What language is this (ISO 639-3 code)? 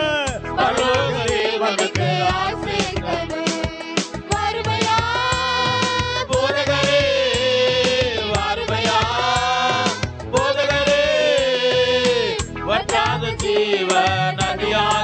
tam